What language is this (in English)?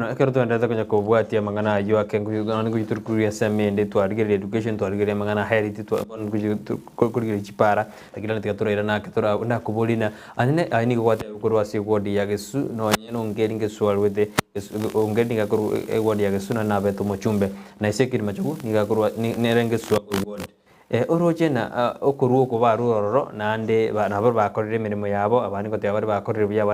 Gusii